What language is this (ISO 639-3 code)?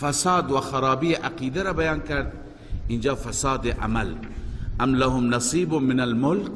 fas